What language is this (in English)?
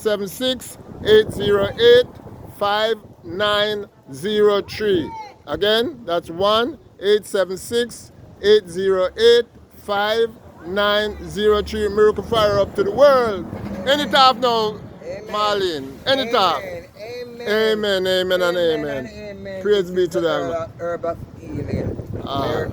Jamaican Creole English